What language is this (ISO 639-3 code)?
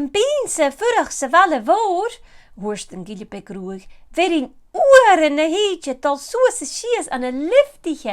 gla